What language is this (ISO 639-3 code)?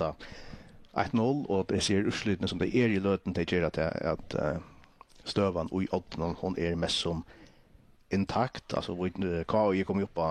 fao